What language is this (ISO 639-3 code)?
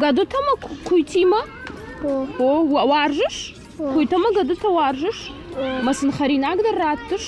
oss